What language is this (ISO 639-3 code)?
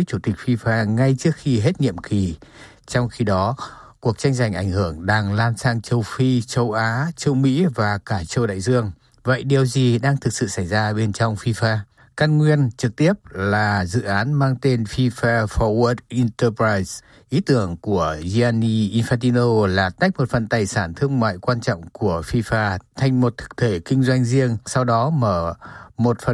vie